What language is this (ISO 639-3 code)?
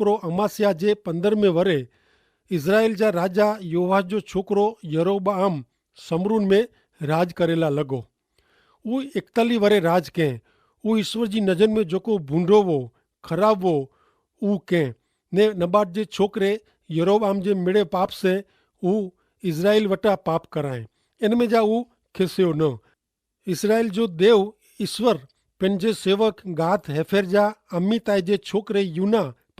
kfr